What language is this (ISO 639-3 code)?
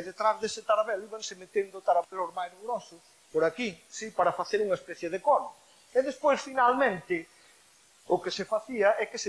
glg